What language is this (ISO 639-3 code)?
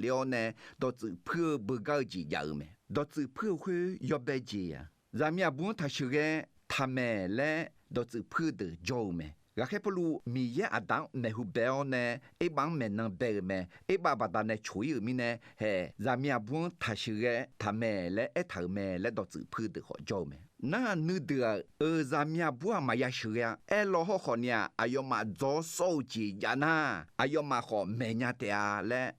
ahk